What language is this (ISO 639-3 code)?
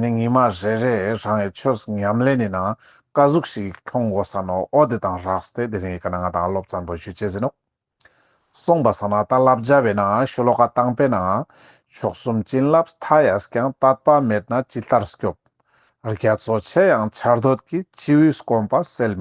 lbj